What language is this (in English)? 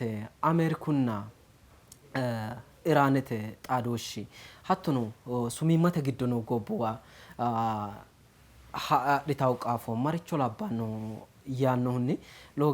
Sidamo